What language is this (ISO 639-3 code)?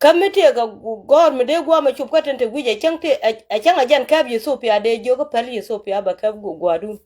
nus